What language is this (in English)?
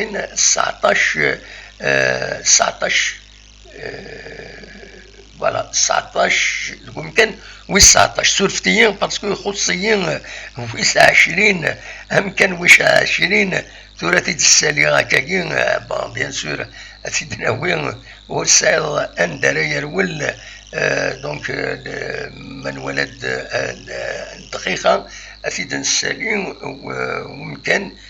Kabyle